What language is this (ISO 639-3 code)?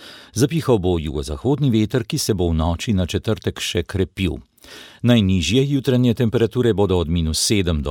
slv